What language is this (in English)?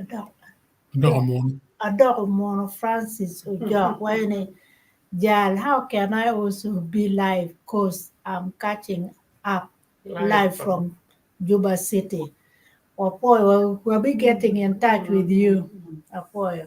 Acoli